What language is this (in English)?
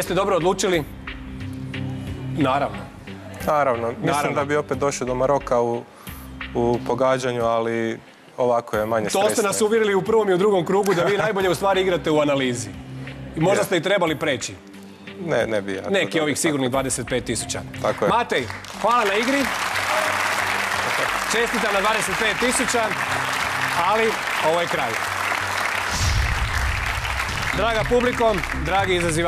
Croatian